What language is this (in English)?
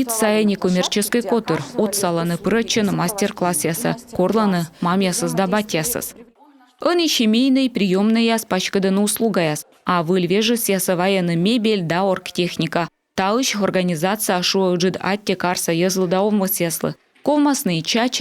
Komi